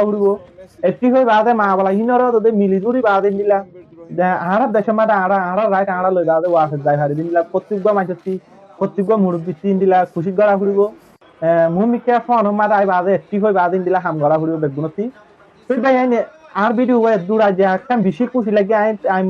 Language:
Rohingya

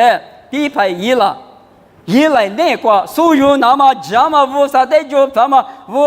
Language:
Lisu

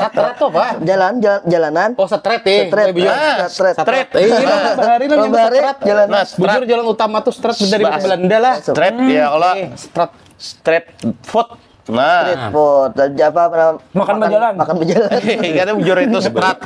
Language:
Banjar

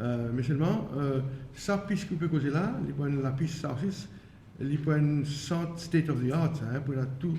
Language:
Morisyen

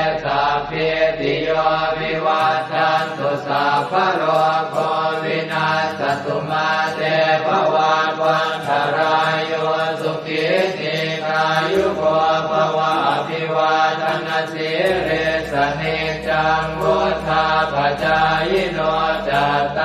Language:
Pali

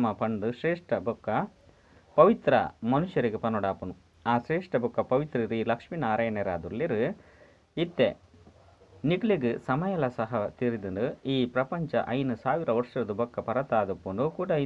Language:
Tulu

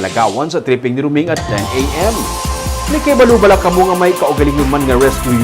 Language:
Hiligaynon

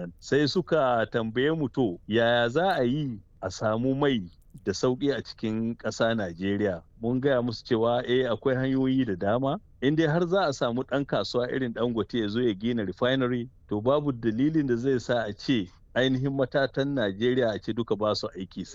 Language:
Hausa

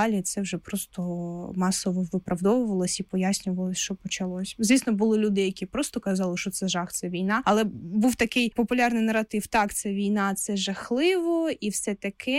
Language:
Ukrainian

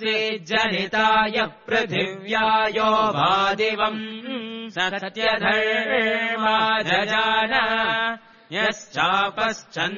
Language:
Sanskrit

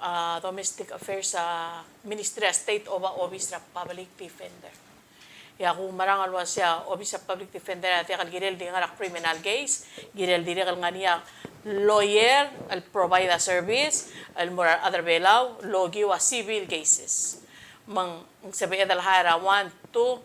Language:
Palauan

